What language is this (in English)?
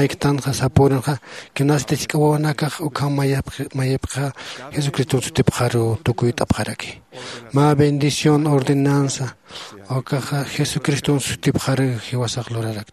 Aymara